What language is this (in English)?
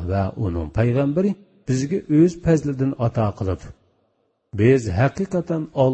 Uyghur